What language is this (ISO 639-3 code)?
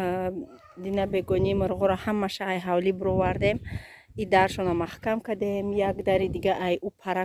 tgk